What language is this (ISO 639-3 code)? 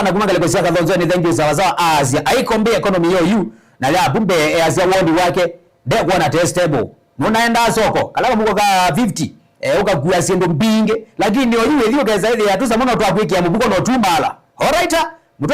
kam